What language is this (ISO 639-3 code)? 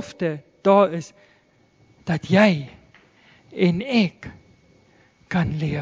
afr